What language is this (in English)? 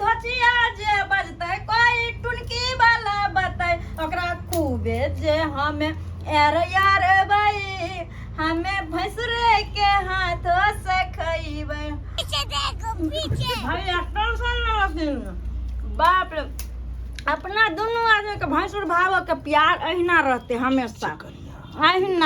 Maithili